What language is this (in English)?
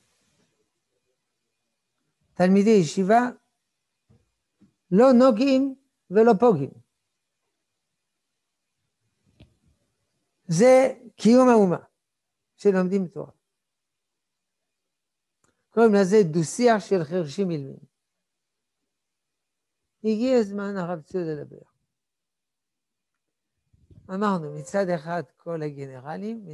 Hebrew